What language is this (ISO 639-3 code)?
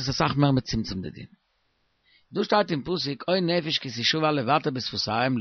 yid